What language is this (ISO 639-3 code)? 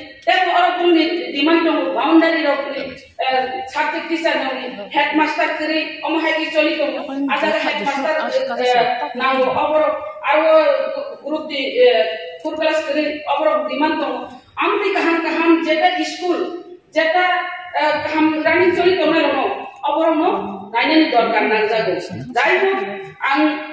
trp